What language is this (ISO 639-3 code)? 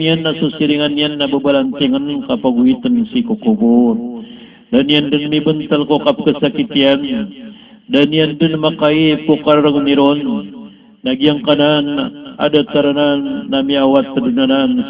mrw